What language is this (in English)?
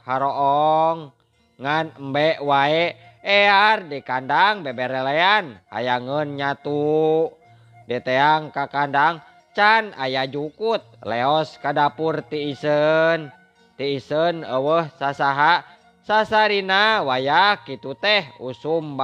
Sundanese